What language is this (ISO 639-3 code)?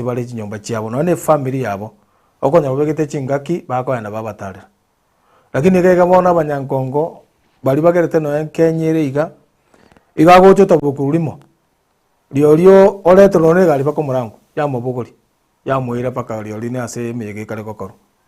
guz